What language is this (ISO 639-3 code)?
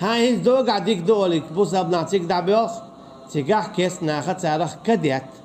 che